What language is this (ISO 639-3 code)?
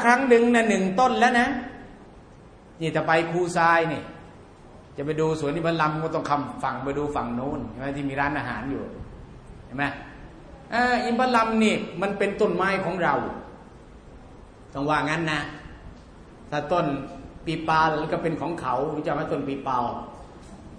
tha